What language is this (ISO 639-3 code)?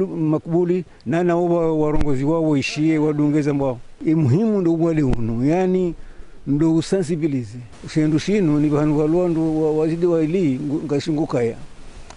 zdj